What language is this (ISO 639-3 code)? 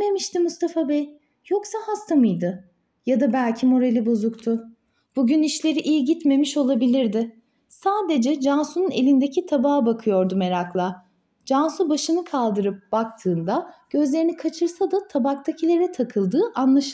tur